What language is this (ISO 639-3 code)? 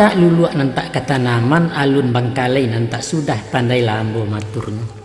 min